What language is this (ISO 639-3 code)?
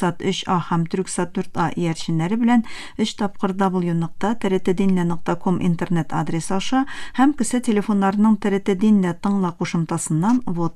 tat